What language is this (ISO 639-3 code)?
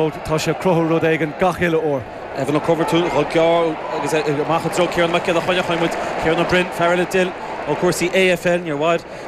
gle